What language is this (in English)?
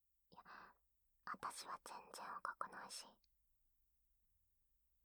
Japanese